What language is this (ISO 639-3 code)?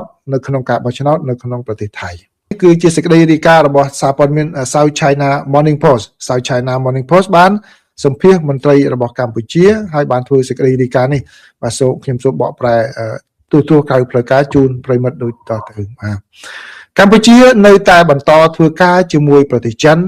khm